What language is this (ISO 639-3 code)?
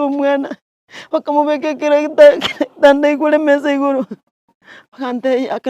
guz